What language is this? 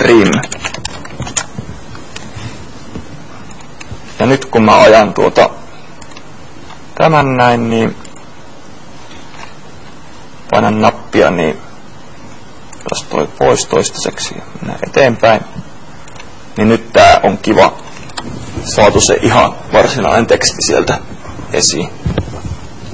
Finnish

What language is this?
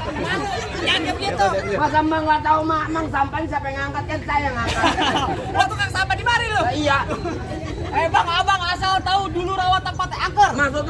Betawi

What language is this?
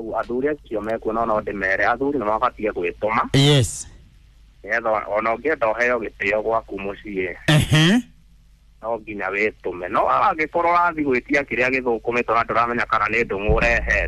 Kikuyu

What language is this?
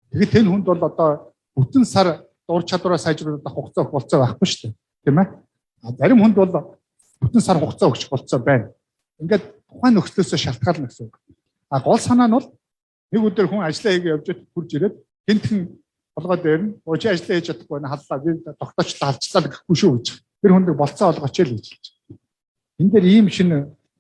Mongolian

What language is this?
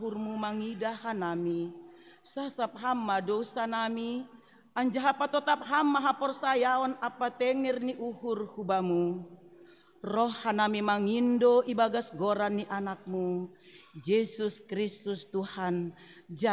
Batak Simalungun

